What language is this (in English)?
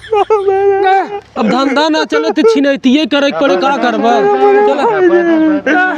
Awadhi